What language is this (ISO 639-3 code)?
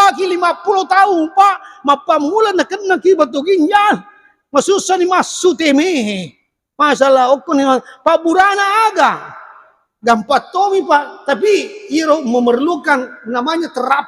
bug